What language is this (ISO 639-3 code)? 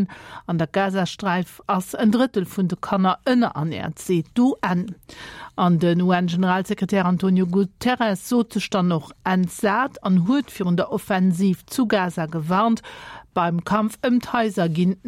ltz